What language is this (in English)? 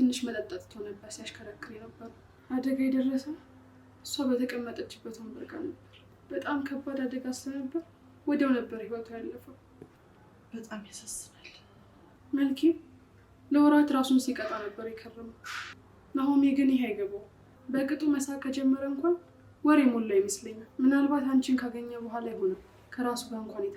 Amharic